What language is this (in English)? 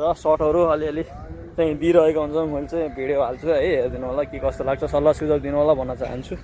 Nepali